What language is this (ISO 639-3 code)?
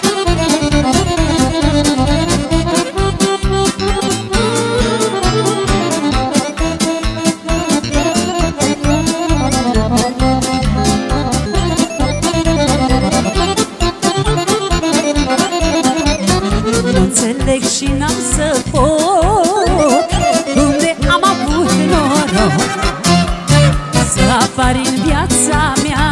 ron